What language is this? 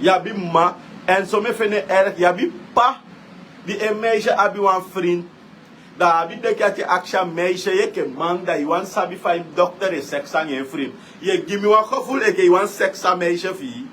Sranan Tongo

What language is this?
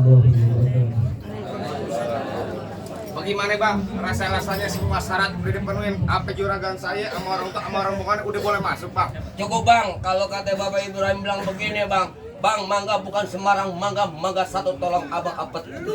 Betawi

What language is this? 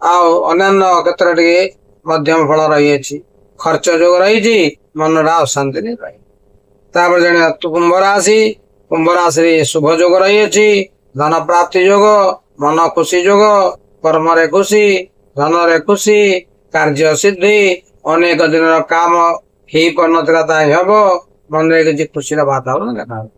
Odia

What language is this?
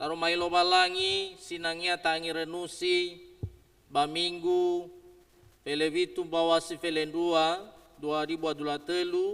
Nias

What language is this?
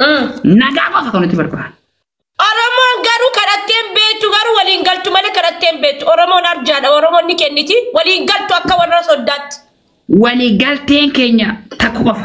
Oromo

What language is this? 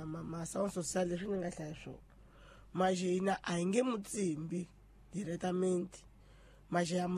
Tsonga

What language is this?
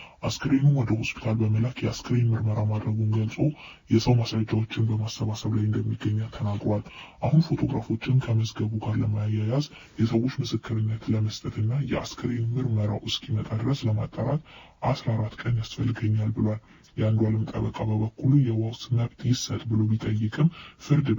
Amharic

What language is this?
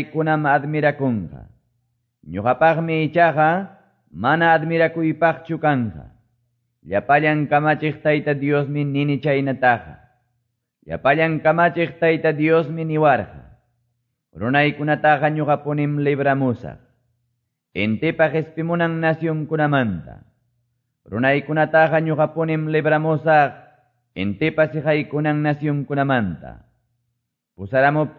Quechua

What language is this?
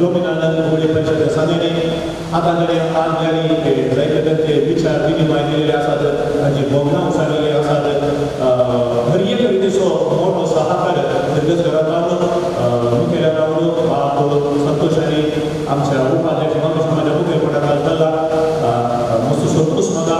Konkani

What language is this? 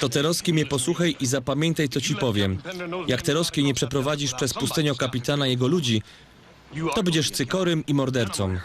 Silesian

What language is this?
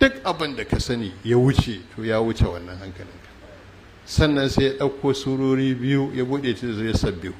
Hausa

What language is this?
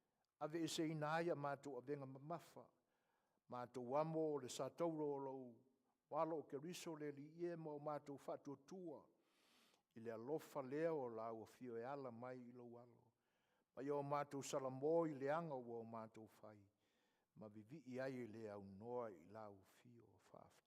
Samoan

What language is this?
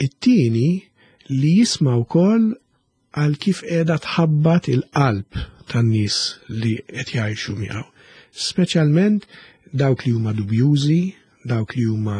Maltese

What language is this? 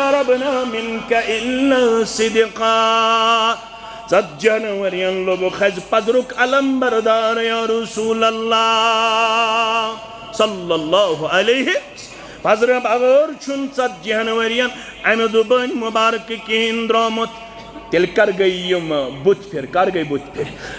Kashmiri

